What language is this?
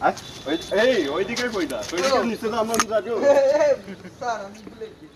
Sylheti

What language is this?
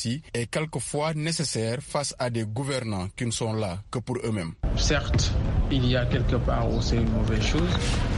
French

